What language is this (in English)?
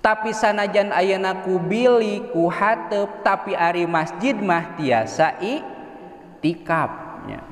Sundanese